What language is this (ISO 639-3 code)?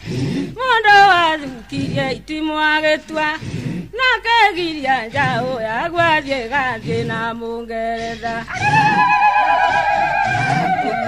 kik